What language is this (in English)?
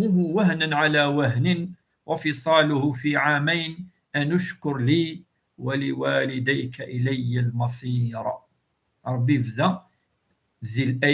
Kabyle